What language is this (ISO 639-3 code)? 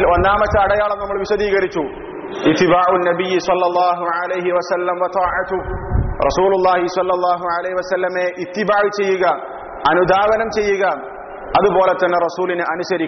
mal